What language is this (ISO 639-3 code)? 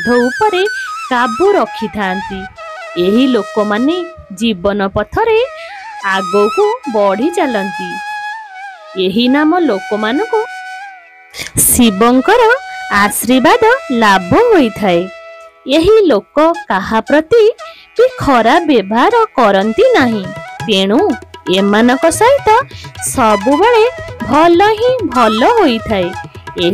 ori